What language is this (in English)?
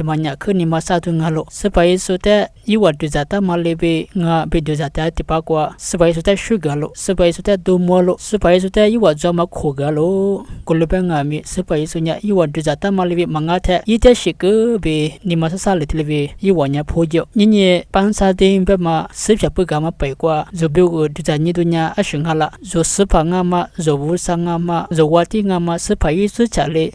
Lisu